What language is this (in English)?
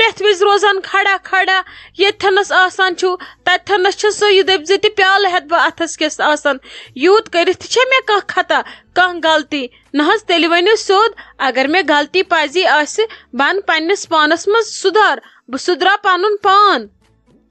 Kashmiri